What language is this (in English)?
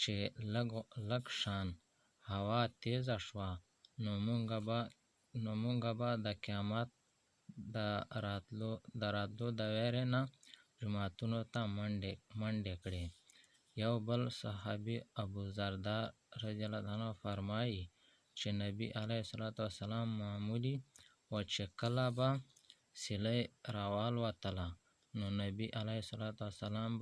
Pashto